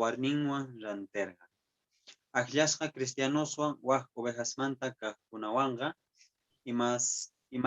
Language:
Quechua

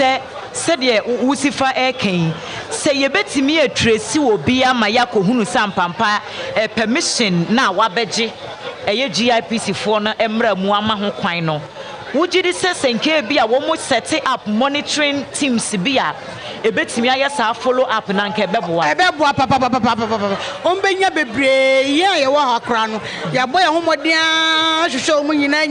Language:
Akan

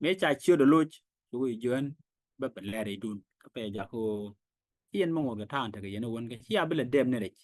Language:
Nuer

